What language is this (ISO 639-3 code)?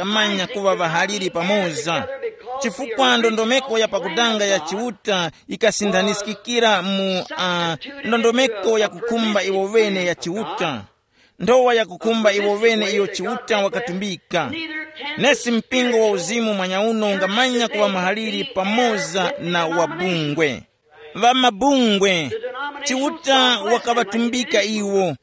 tum